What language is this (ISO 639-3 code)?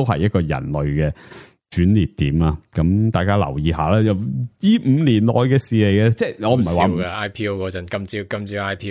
yue